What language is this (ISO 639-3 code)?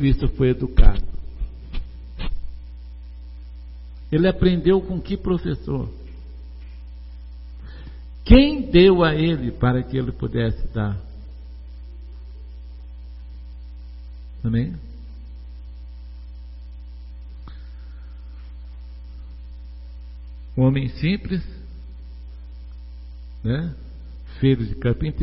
por